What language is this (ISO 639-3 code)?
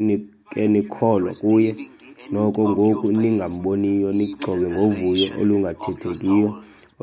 xho